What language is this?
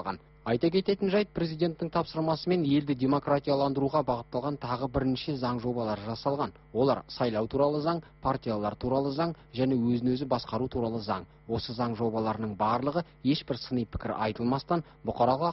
Kazakh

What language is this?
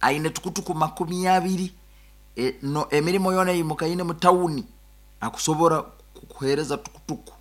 Nyoro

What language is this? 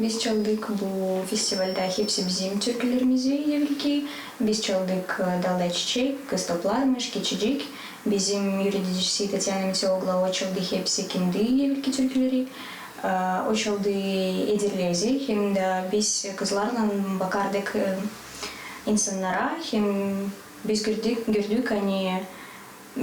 Gagauz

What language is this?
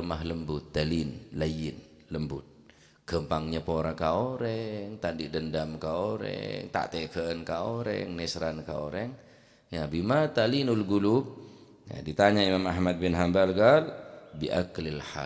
Madurese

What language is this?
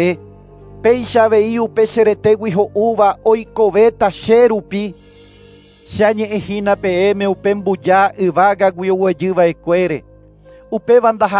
Guarani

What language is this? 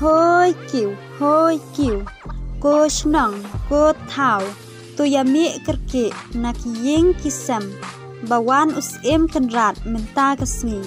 Khasi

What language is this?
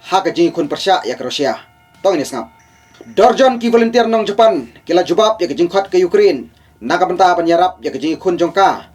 Khasi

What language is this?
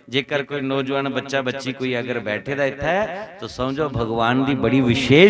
Dogri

